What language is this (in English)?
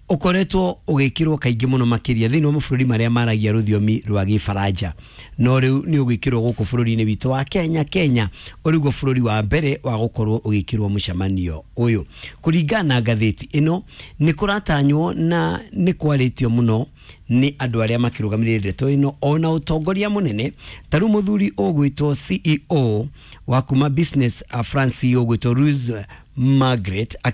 Kikuyu